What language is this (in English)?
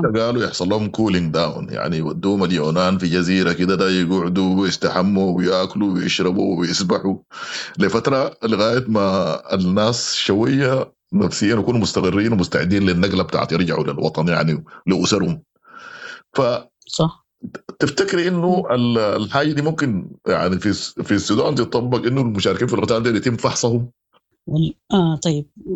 Sudanese Arabic